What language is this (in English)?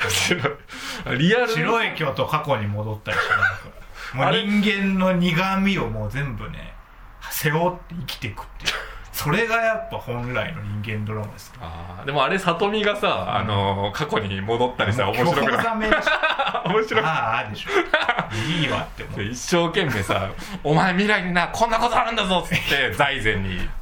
Japanese